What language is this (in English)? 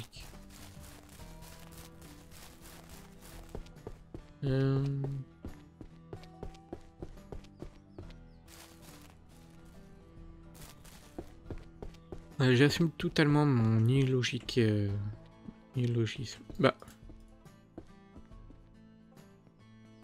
French